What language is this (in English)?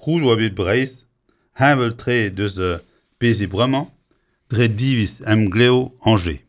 Breton